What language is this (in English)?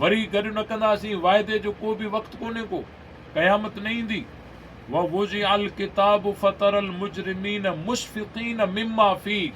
Sindhi